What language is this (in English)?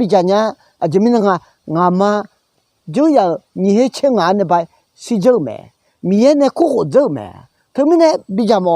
Akha